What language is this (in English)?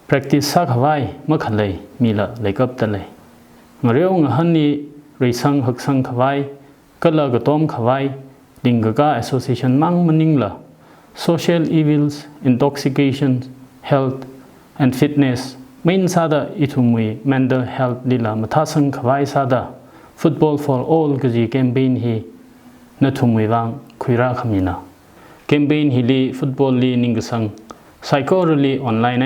Tangkhul Naga (India)